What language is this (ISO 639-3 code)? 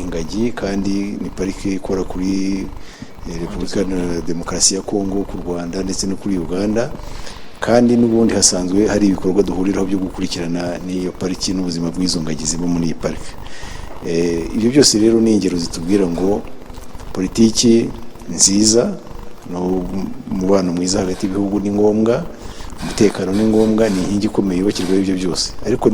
kin